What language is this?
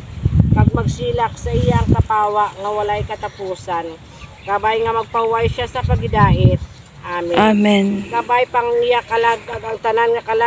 Hiligaynon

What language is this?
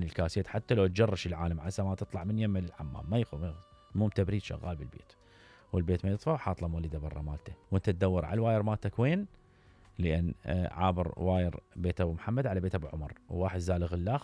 Mesopotamian Arabic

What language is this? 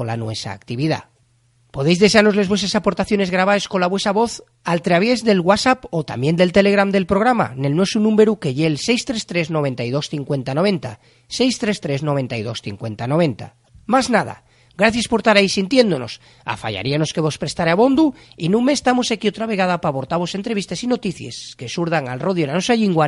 Asturian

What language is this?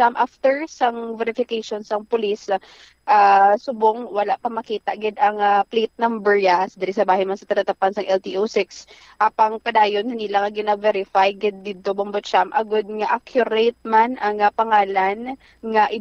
Hiligaynon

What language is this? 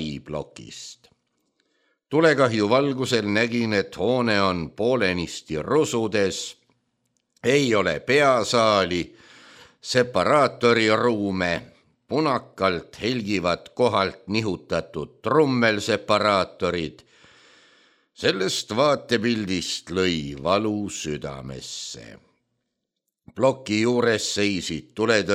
Estonian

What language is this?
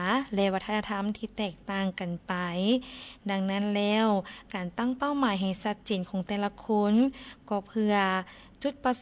Lao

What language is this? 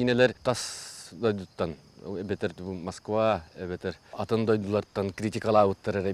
Yakut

